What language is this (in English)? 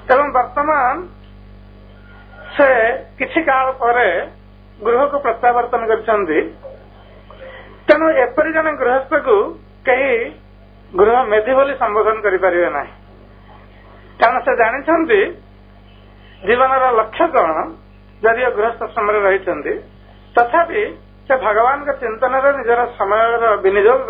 Odia